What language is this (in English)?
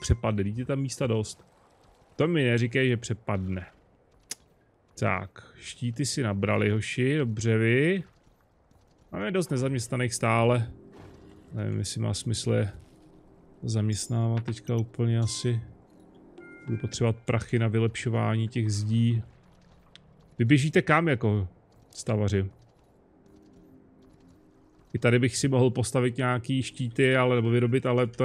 Czech